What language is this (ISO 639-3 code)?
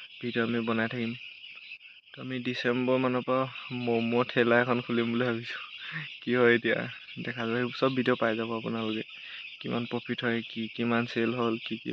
asm